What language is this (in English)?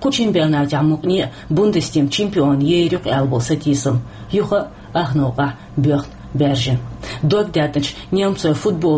Chechen